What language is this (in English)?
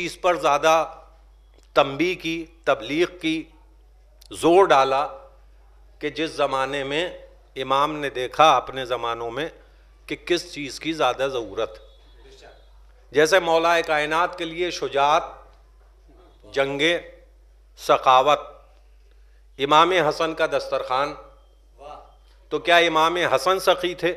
Urdu